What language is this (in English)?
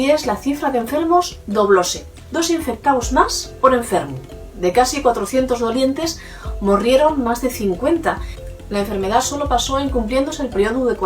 Asturian